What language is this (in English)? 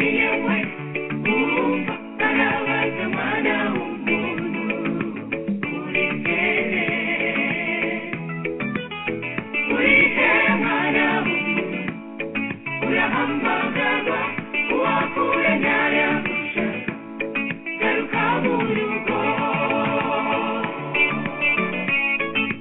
Kinyarwanda